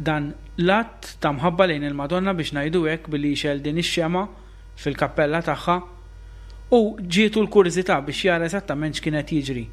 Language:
Maltese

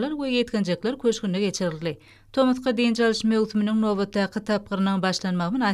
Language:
Turkmen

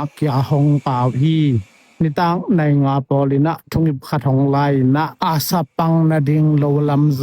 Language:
Tedim Chin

